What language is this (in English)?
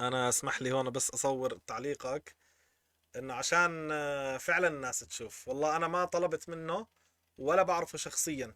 North Levantine Arabic